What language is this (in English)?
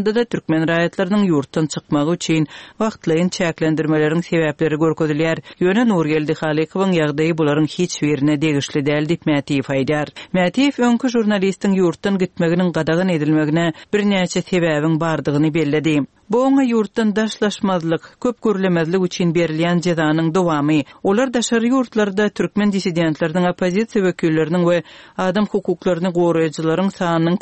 Turkmen